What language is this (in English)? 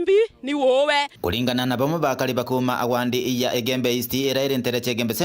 Meru